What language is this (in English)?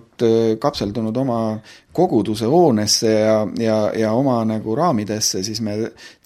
Estonian